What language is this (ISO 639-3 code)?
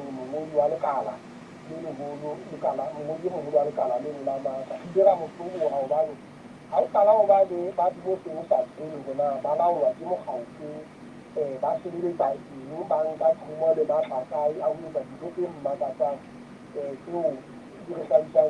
sot